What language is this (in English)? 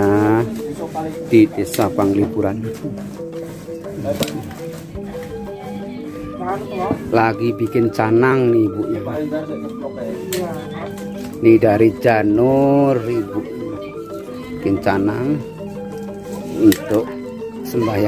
Indonesian